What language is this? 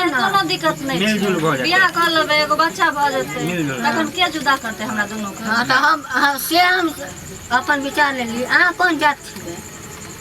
Maithili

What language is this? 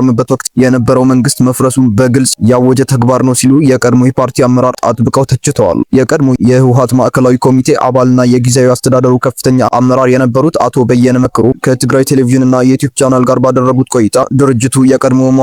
Amharic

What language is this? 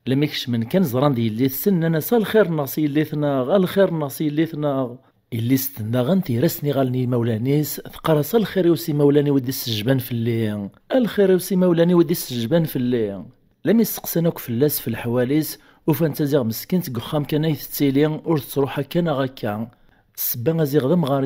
Kabyle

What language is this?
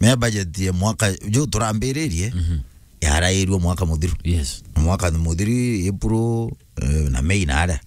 Meru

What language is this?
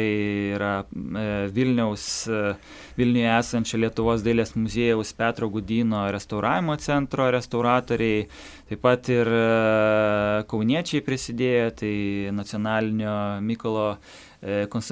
Lithuanian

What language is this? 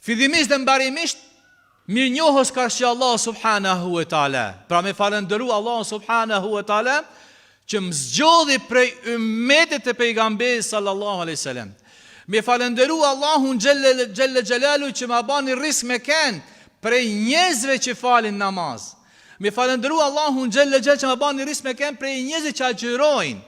Albanian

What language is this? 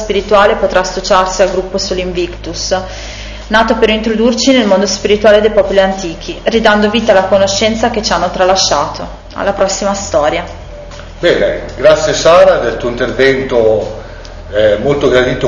Italian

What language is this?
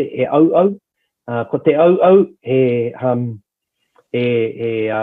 Māori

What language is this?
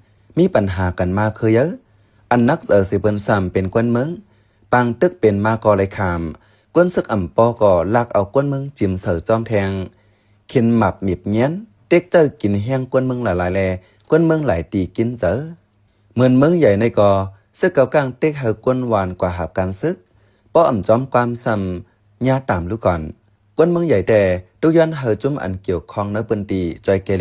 Shan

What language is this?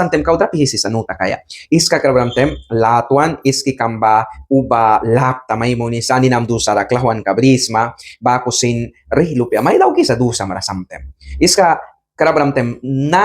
Mískito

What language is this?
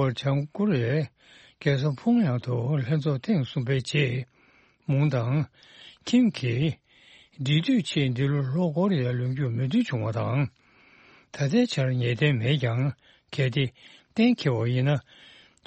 Tibetan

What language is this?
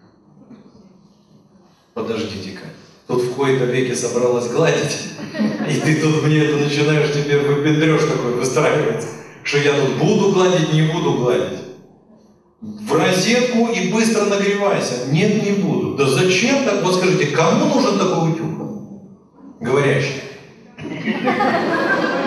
Russian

